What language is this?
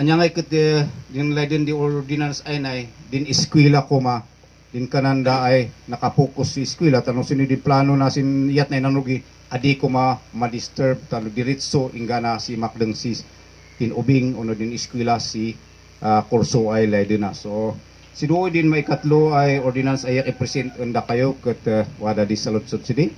Kankanaey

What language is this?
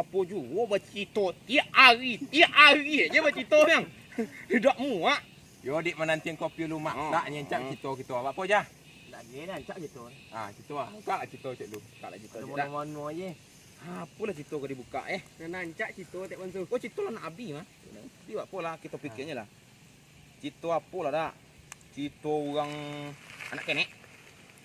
Minangkabau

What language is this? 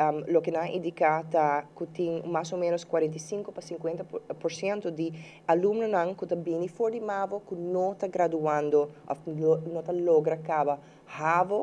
Papiamento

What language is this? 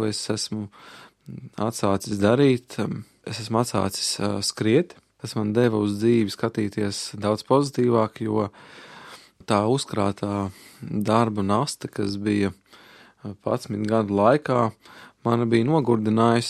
Latvian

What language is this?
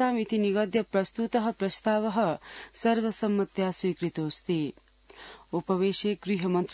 Sanskrit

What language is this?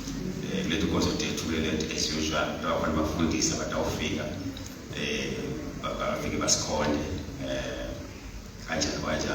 Swati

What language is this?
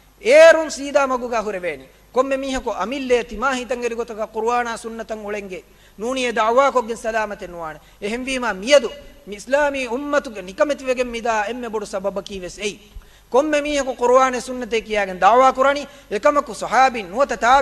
Divehi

